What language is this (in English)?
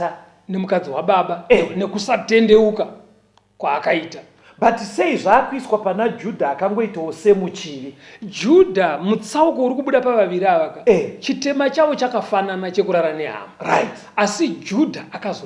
Shona